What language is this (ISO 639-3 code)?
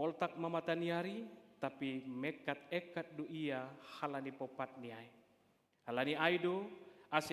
bts